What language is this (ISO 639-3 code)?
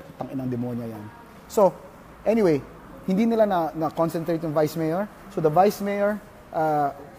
fil